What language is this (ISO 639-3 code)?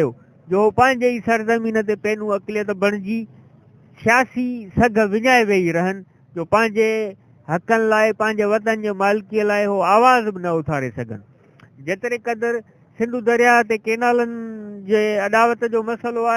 snd